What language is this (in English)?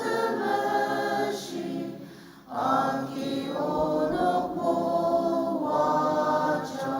Ao Naga